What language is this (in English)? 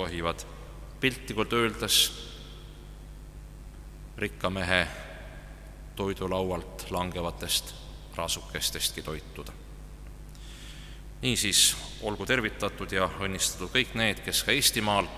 Estonian